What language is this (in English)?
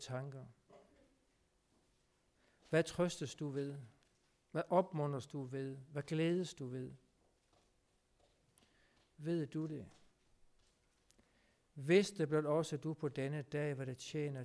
Danish